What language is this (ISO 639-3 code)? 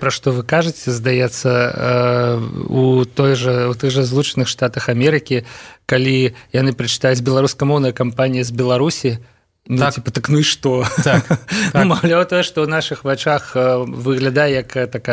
bel